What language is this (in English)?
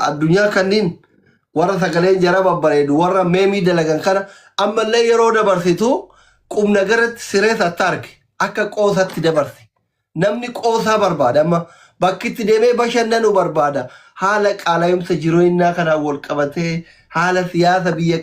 Oromo